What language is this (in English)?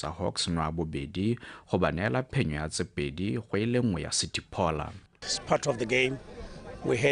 Tswana